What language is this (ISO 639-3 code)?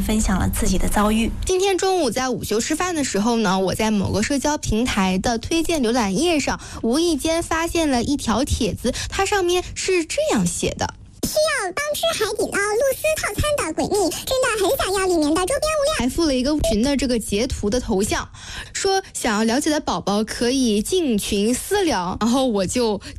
zho